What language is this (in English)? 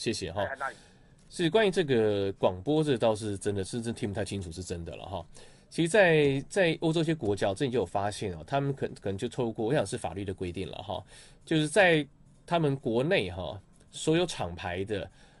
Chinese